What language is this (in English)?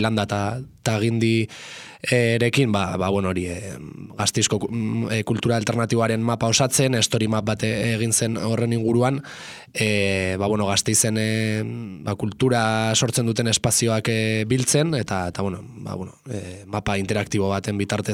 Basque